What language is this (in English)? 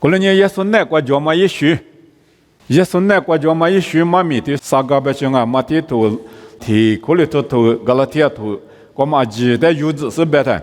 Lisu